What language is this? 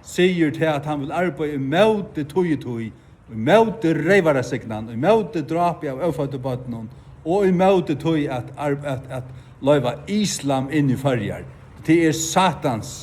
Faroese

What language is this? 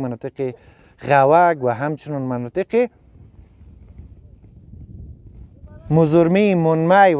Persian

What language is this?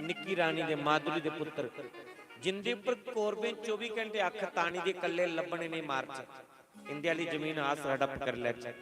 Dogri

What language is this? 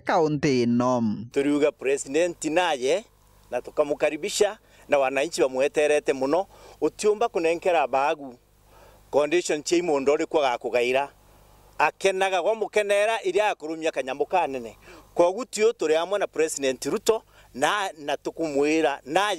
Meru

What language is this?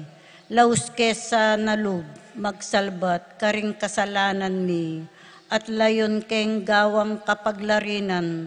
Pampanga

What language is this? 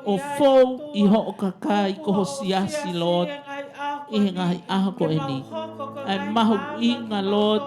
Tongan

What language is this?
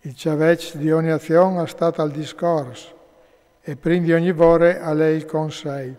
Friulian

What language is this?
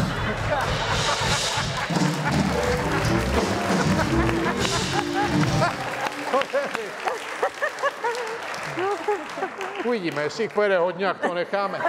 Czech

